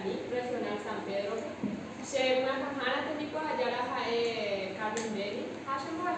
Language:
Guarani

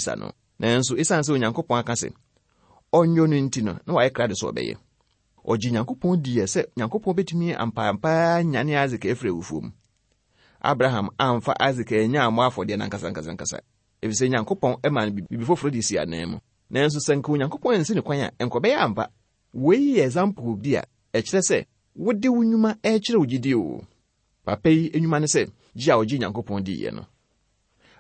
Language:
Akan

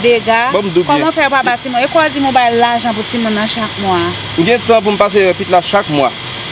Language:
Haitian Creole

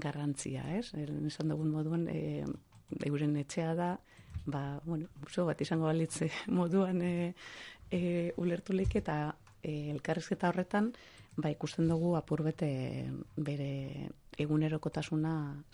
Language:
Basque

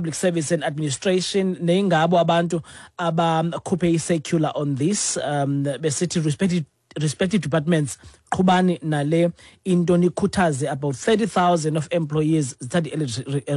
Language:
Xhosa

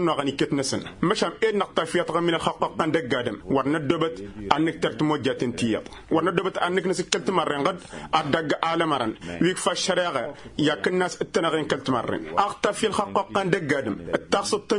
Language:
Tamasheq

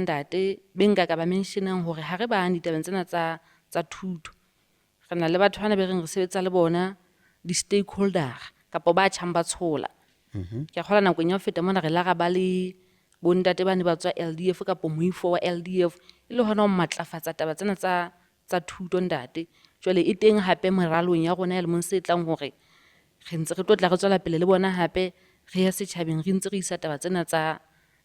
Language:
Southern Sotho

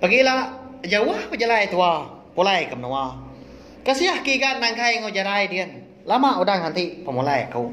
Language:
Iban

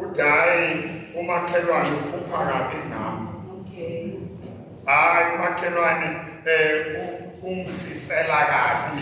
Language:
Zulu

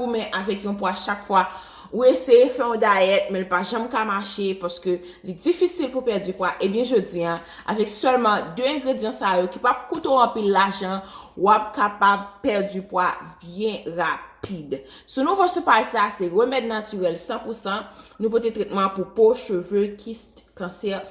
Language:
Haitian Creole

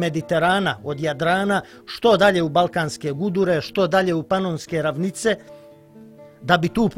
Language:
Croatian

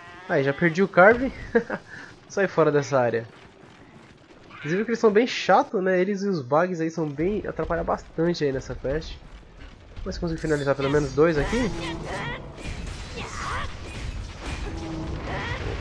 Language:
Portuguese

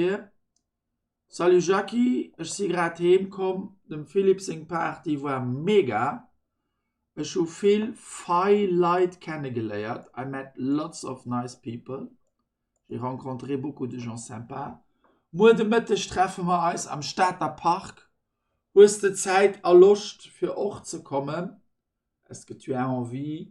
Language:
Luxembourgish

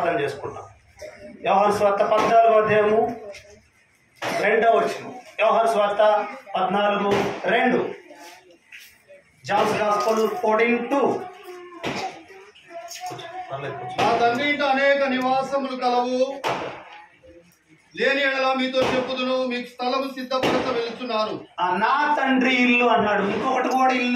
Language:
Telugu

